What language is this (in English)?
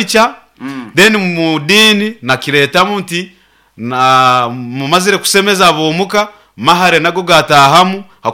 Nyoro